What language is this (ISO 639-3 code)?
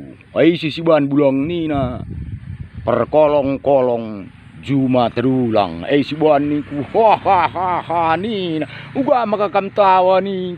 btx